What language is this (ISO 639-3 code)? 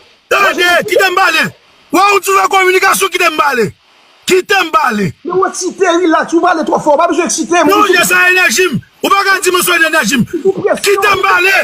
hat